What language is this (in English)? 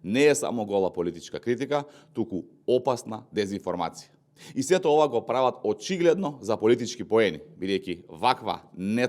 Macedonian